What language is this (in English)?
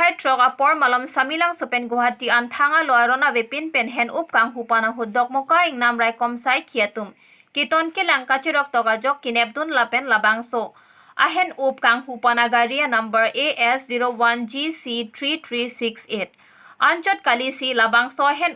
Karbi